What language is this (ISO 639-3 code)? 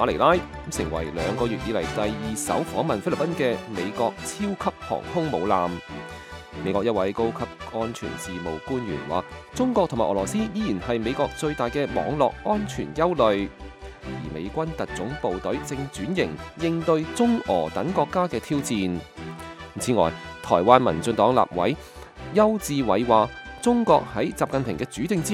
yue